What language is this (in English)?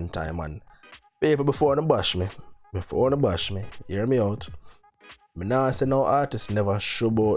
Jamaican Creole English